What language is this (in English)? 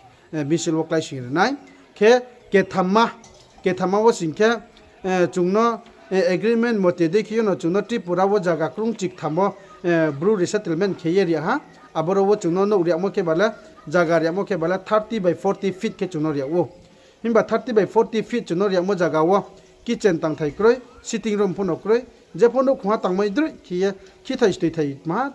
Riang (India)